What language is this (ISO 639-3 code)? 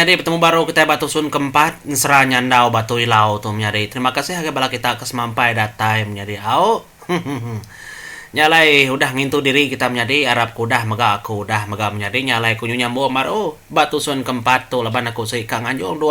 iba